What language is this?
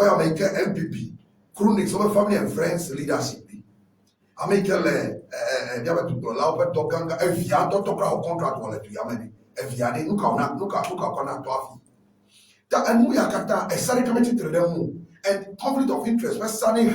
Ewe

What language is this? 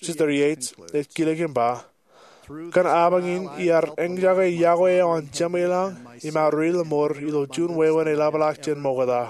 Marshallese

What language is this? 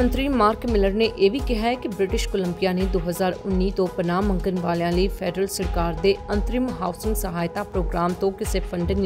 Punjabi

